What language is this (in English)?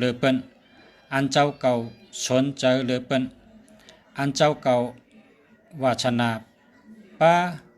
Shan